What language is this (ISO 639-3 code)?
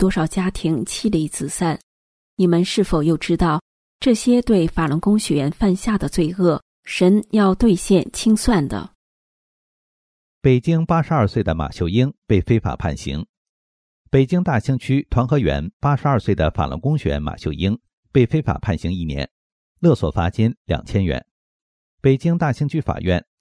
zho